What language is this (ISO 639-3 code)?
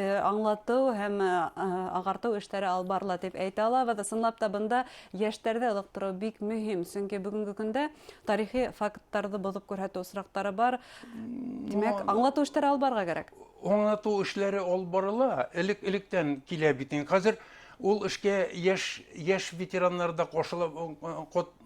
bak